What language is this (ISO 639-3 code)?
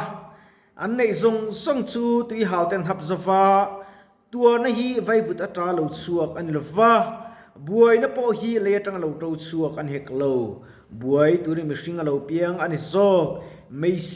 lus